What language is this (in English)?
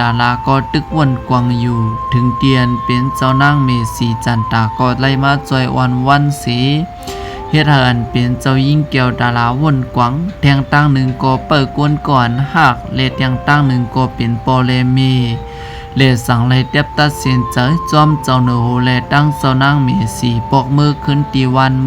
Shan